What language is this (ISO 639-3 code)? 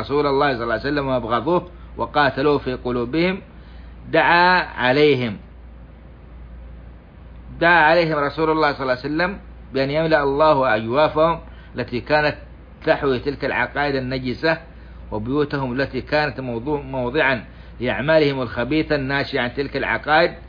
ara